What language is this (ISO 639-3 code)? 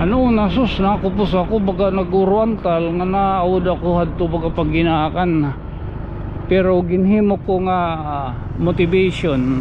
war